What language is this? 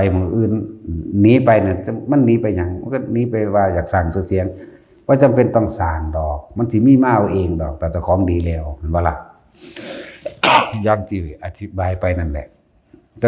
Northeastern Thai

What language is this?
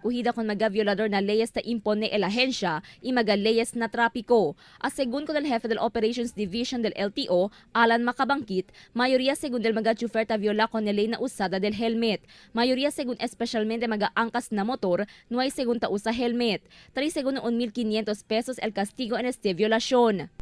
Chavacano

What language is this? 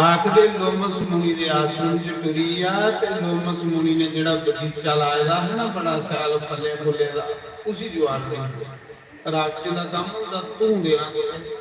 Dogri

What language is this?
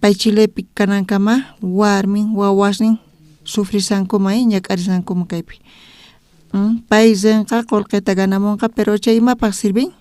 South Bolivian Quechua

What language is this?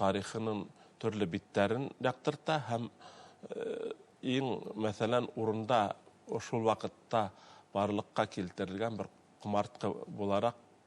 Bashkir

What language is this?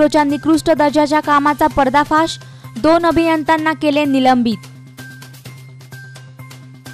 Marathi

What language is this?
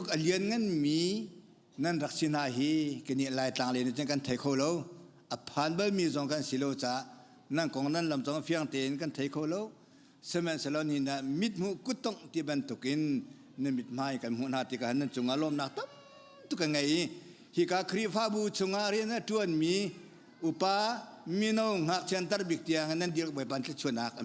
Hakha Chin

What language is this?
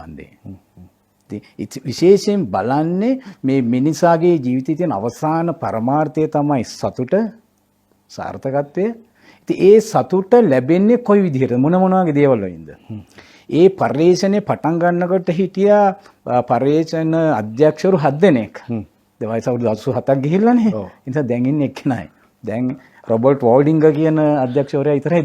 Sinhala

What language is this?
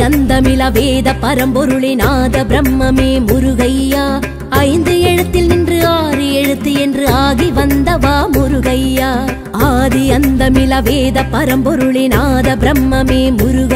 Tamil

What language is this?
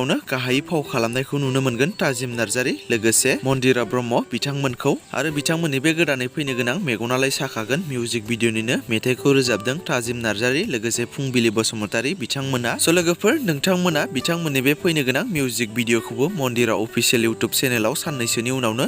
Bodo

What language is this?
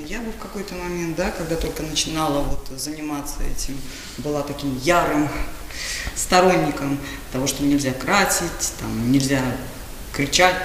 Russian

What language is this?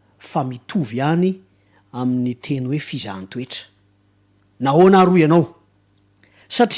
Malagasy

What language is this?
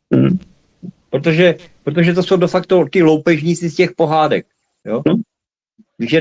Czech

